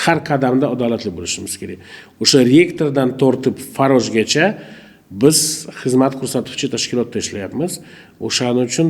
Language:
Uzbek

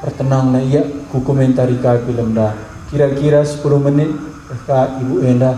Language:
Batak Karo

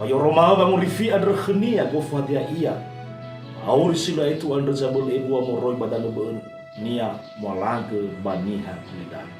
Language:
Nias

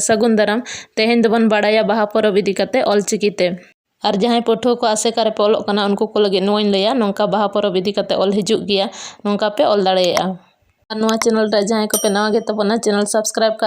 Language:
Santali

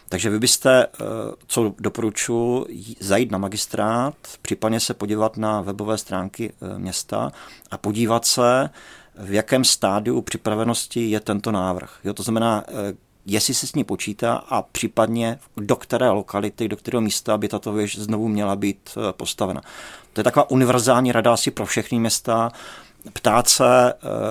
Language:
Czech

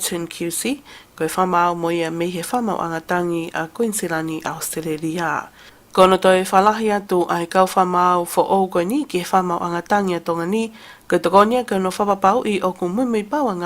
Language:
Tongan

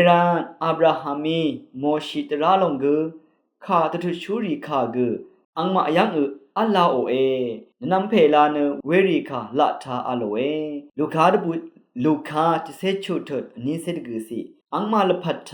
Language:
Rawang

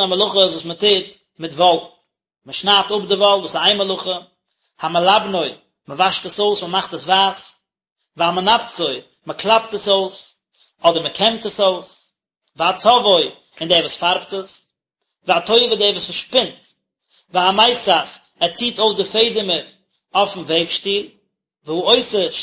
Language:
Yiddish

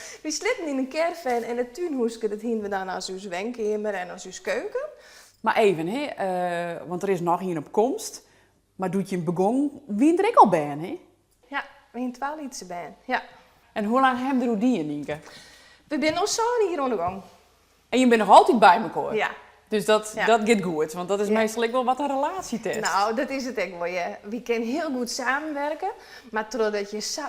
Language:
Western Frisian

